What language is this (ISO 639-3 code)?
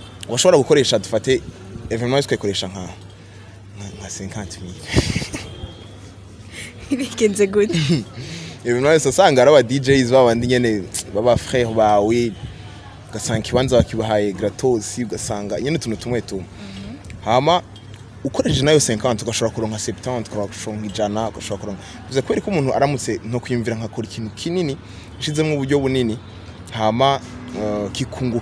run